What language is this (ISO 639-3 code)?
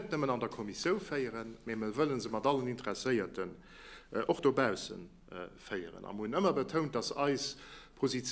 ltz